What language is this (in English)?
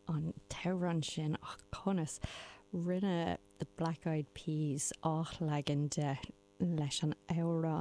Irish